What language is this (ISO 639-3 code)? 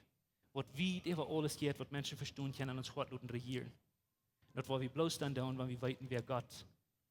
pdt